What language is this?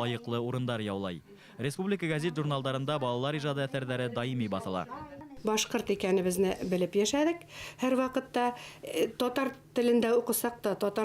Bashkir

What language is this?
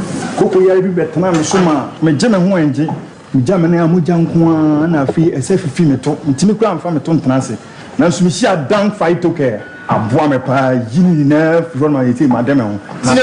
Akan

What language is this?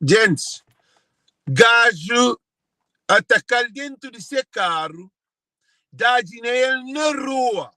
Kabuverdianu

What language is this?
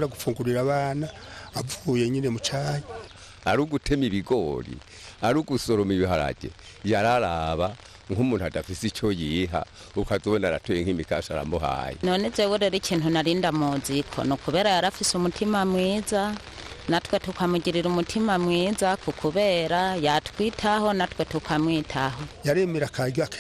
Rundi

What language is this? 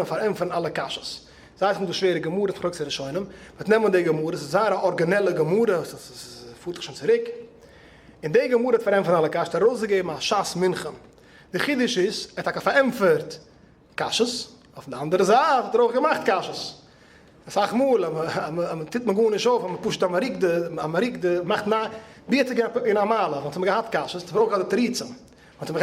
Yiddish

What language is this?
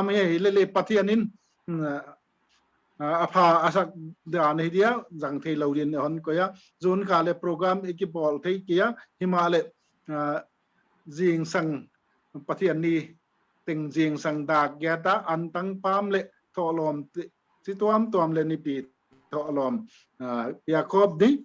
Paite Chin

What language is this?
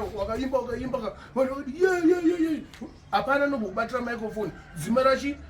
Shona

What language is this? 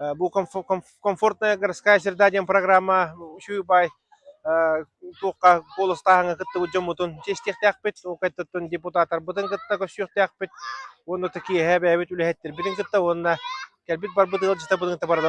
Yakut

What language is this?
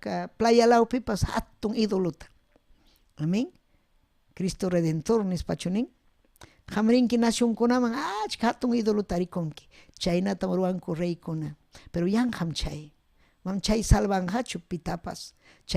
Ayacucho Quechua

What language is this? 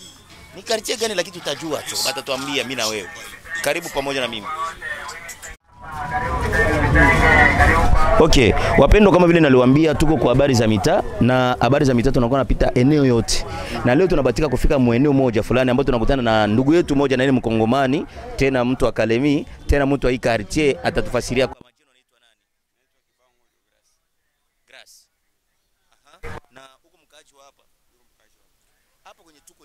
Swahili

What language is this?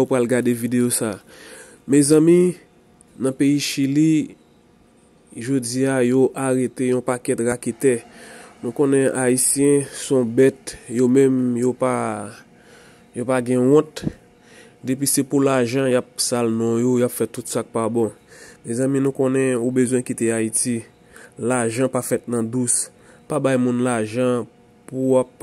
Haitian Creole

